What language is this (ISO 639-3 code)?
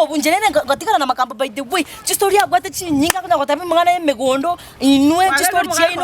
guz